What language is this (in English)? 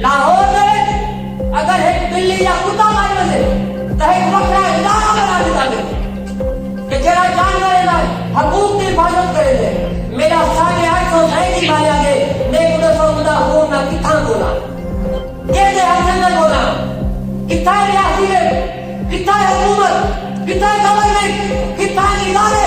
Saraiki